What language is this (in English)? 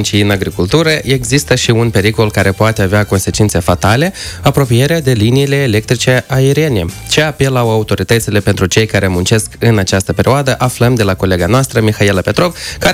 Romanian